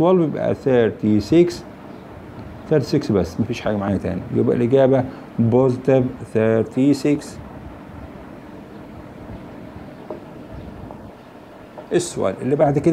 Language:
Egyptian Arabic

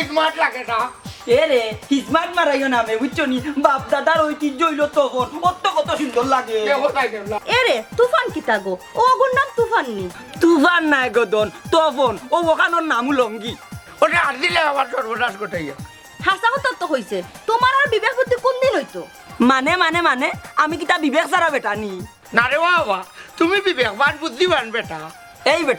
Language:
Sylheti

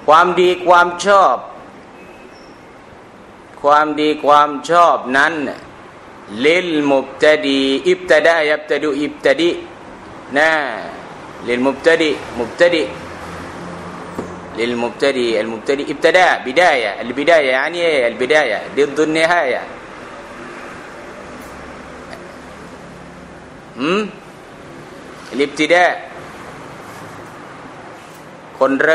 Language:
Thai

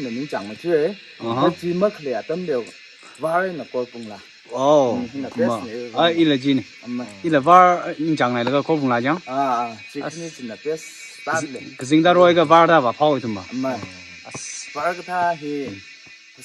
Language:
Tangkhul Naga (India)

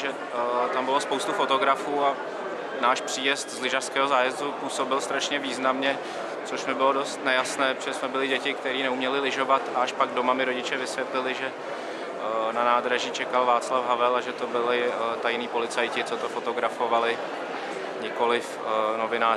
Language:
Czech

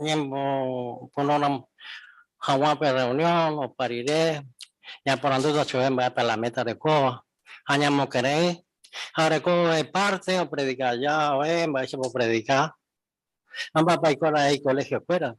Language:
Guarani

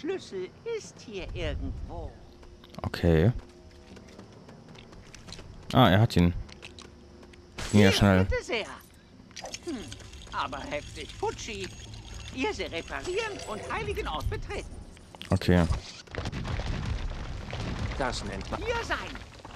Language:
German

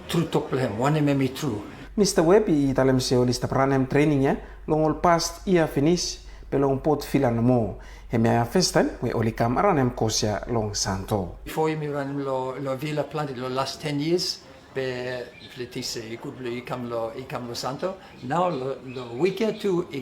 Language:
Bislama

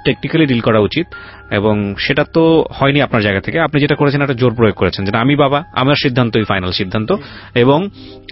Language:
Bangla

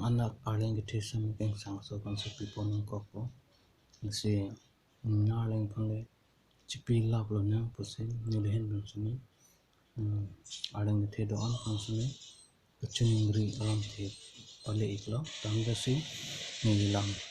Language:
Karbi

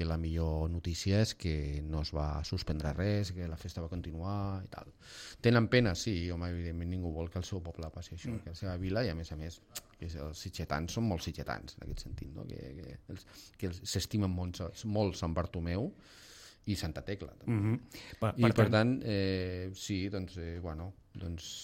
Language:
Catalan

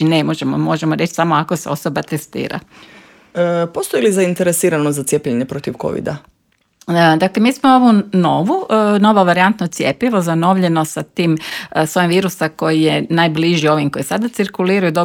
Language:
Croatian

